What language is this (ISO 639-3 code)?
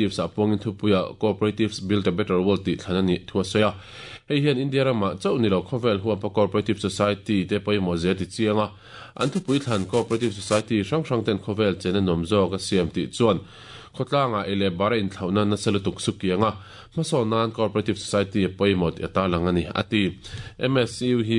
lus